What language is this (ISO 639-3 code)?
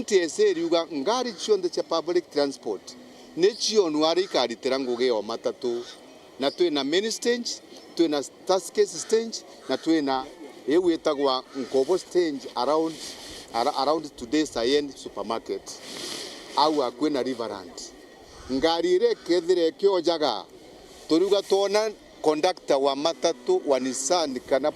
mer